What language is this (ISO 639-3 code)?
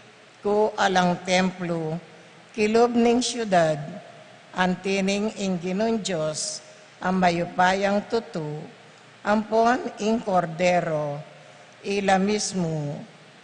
pam